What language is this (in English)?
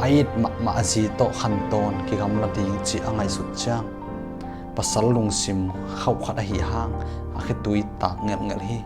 Tedim Chin